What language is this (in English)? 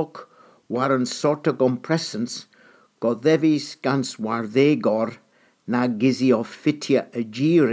Cornish